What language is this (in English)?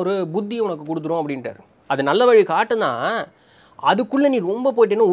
Tamil